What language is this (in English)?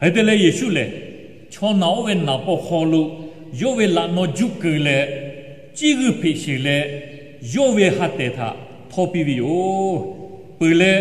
Lahu